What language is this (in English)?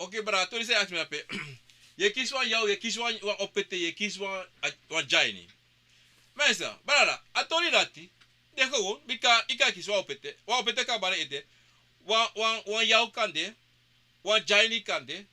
Sranan Tongo